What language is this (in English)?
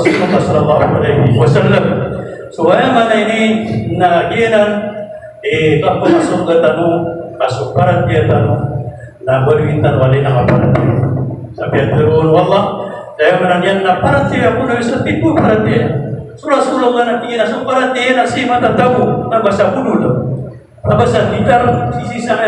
Maranao